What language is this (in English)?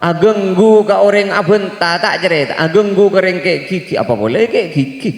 Madurese